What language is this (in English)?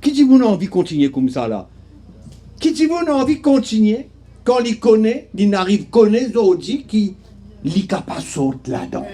Morisyen